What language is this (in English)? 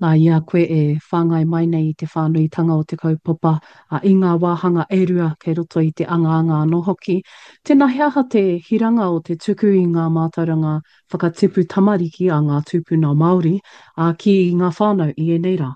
Māori